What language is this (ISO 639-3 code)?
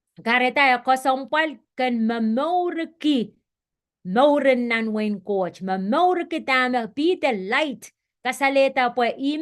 pon